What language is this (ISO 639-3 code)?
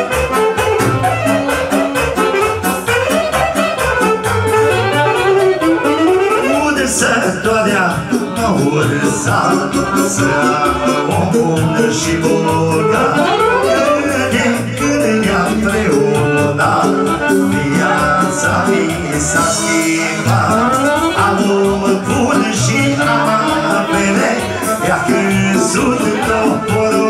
ron